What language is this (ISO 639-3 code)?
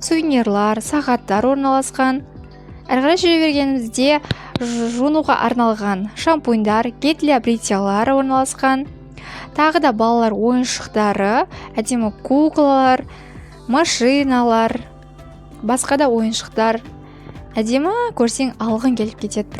kaz